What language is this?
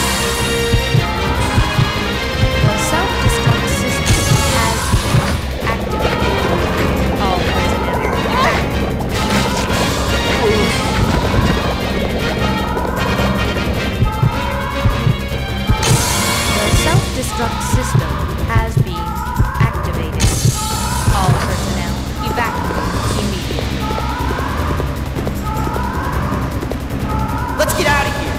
English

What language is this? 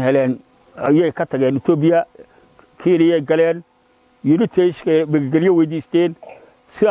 Somali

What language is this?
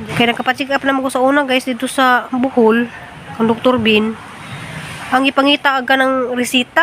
Cebuano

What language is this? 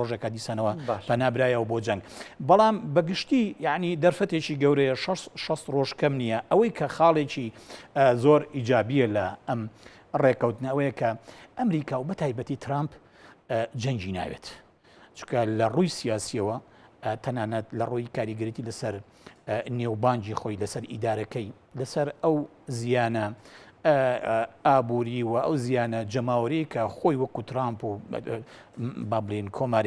Central Kurdish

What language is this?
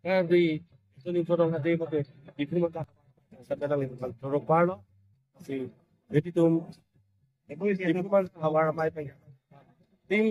Karbi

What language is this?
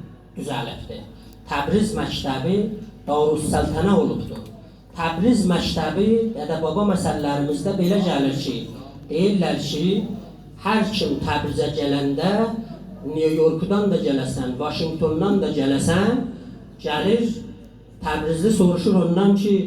South Azerbaijani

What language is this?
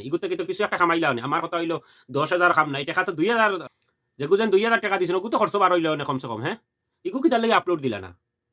Sylheti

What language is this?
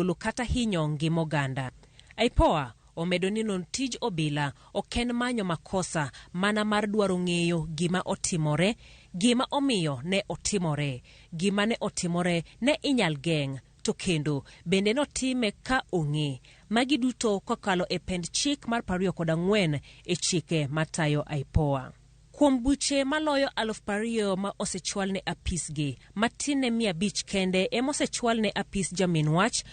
Luo (Kenya and Tanzania)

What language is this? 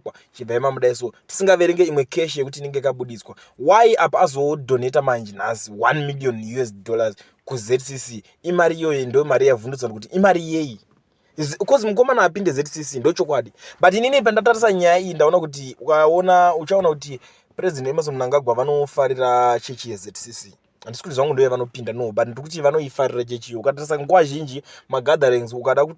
Shona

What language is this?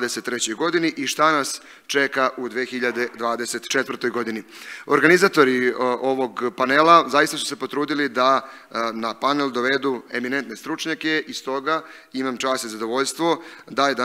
Serbian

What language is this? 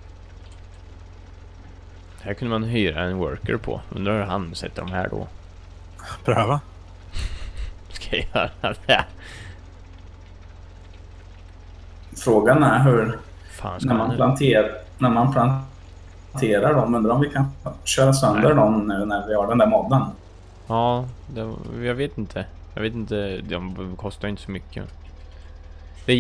Swedish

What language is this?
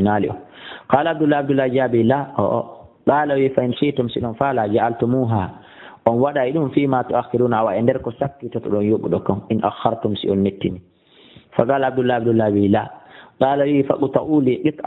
Fula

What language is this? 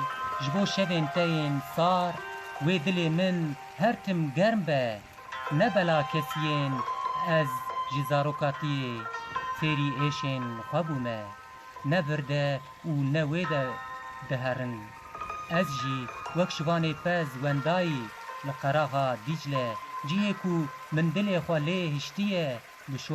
Kurdish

